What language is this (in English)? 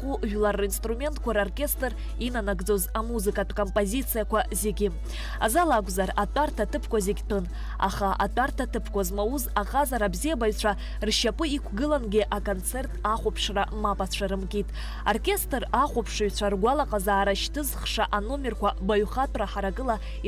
Abkhazian